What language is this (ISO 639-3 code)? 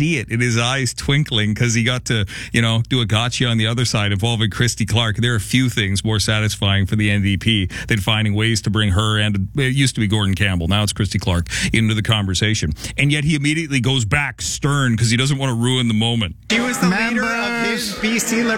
eng